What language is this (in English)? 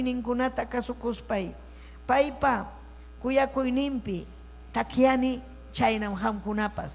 Ayacucho Quechua